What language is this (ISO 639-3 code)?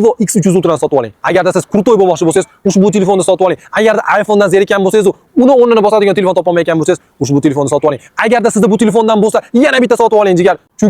uzb